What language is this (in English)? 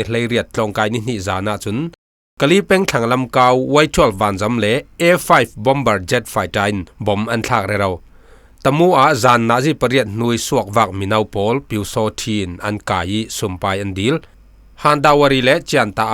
Falam Chin